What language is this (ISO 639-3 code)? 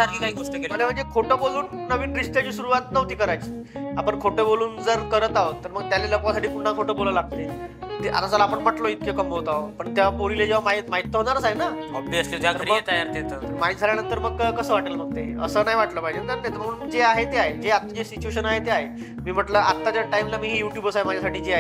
mar